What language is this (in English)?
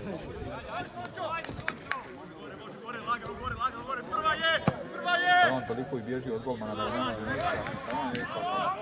Croatian